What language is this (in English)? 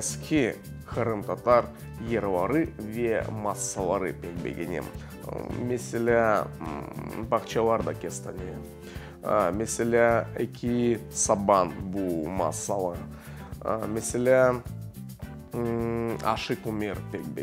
Crimean Tatar